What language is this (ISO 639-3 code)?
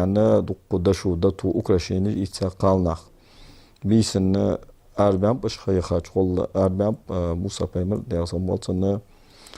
inh